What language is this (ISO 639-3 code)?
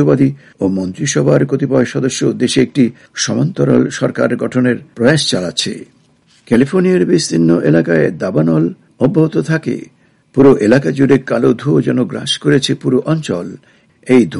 ben